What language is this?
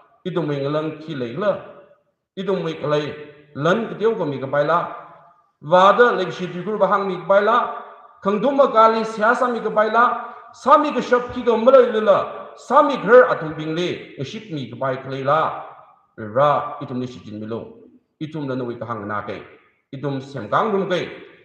Tangkhul Naga (India)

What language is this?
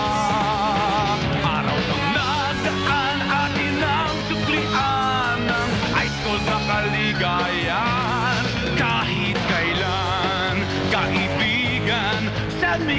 Filipino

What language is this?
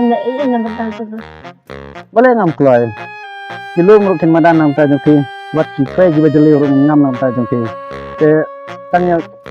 Khasi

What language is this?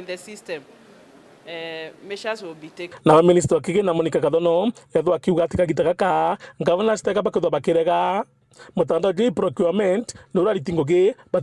Meru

